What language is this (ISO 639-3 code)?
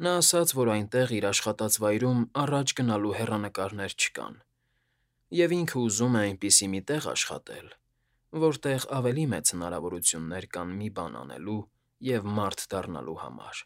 hye